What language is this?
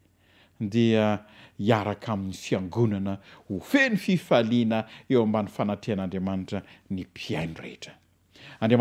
Malagasy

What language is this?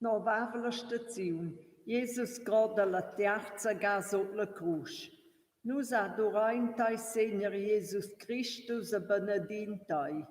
Romansh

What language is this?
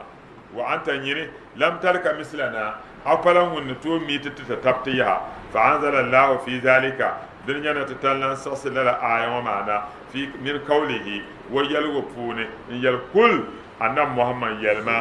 Dagbani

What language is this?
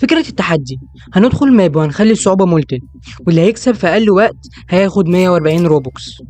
Egyptian Arabic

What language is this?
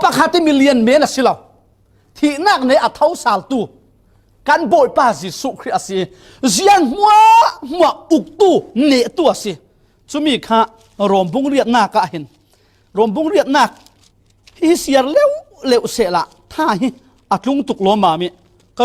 Falam Chin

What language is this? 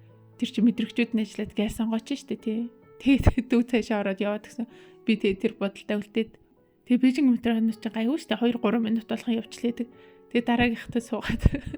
Mongolian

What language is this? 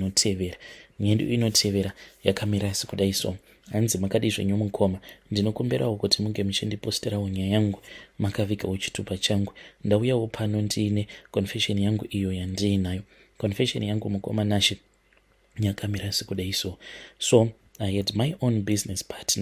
Shona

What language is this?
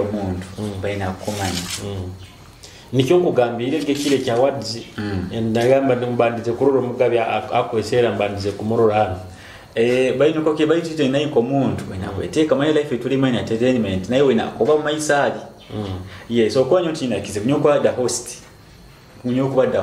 Nyoro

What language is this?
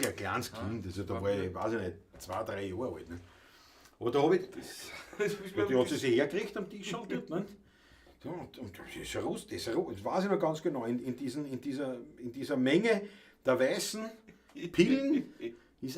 Bavarian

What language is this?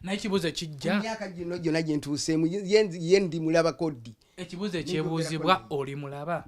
Ganda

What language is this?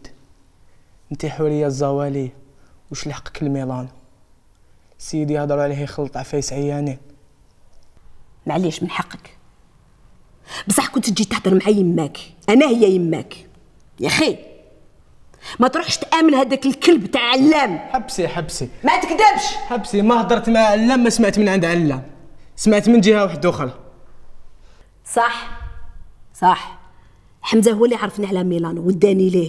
Algerian Arabic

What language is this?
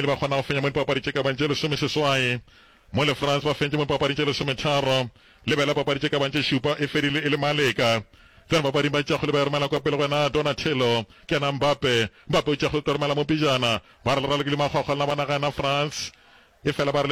Northern Sotho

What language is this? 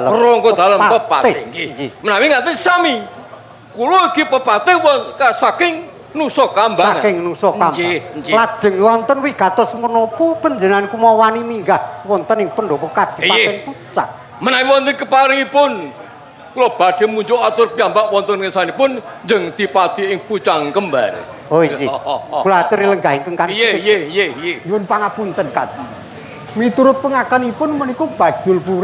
Javanese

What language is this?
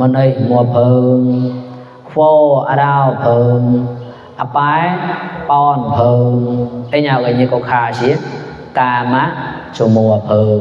Mon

